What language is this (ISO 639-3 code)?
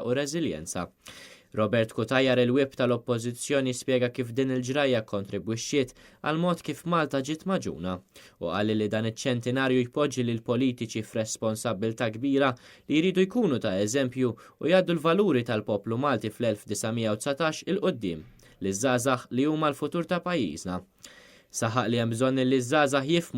mlt